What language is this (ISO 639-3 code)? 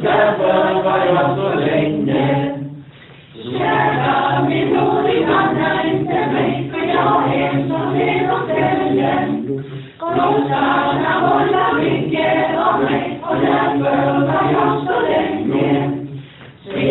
swe